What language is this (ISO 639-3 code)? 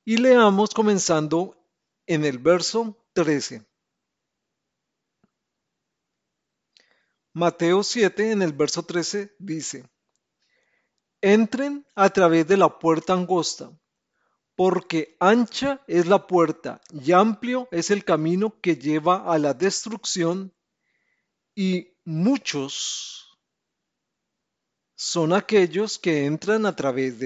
spa